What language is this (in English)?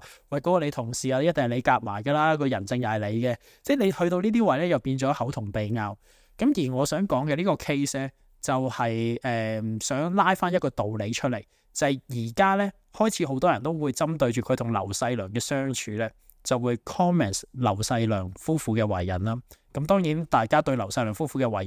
Cantonese